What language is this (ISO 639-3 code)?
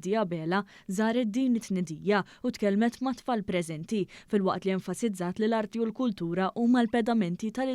mlt